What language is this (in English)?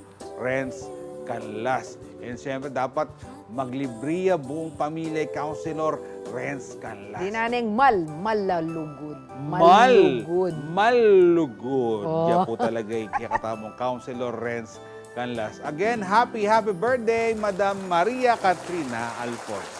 Pampanga